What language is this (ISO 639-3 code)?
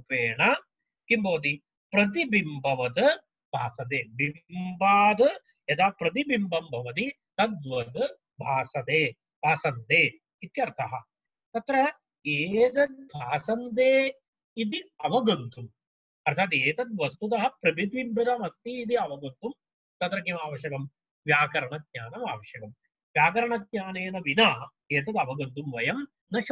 san